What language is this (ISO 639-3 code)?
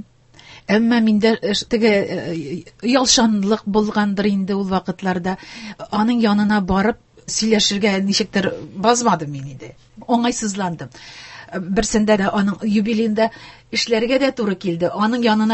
tat